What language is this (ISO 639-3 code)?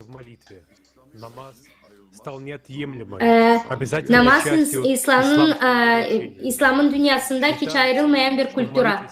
gag